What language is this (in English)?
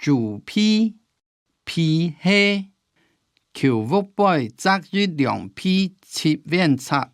Hakka Chinese